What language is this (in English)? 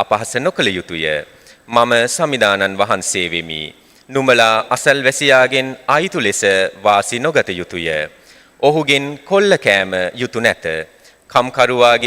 Sinhala